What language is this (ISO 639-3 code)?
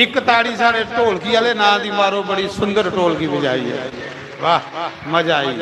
doi